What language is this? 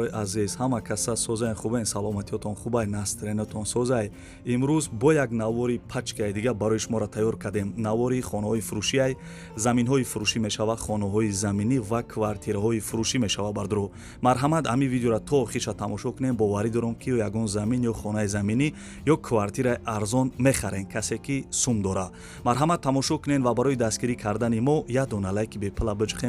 Tajik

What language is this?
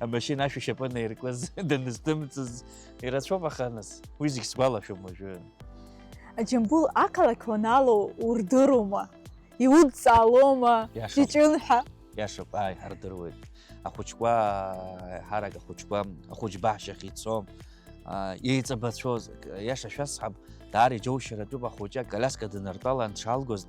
Abkhazian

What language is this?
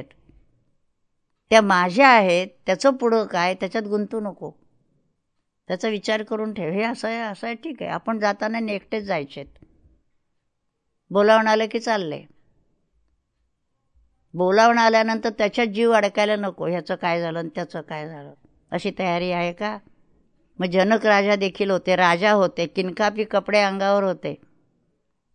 Marathi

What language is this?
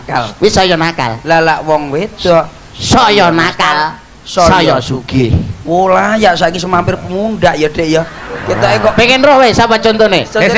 Javanese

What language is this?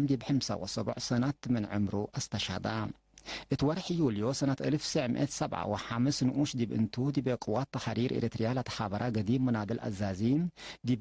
Tigre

